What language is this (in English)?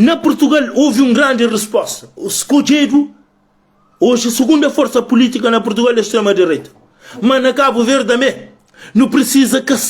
Kabuverdianu